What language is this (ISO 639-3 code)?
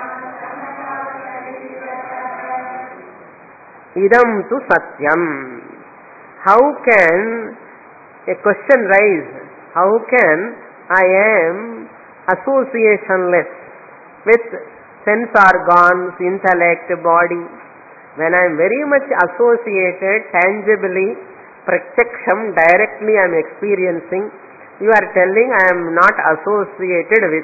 tel